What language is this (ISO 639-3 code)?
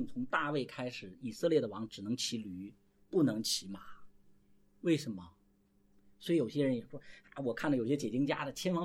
zho